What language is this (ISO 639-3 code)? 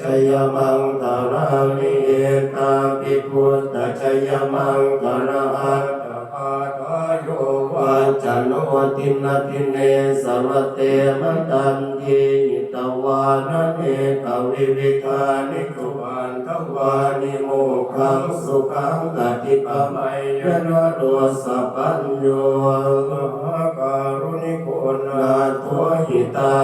pli